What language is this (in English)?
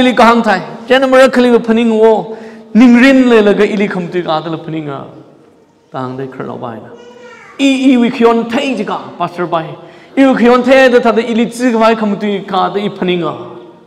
Tangkhul Naga (India)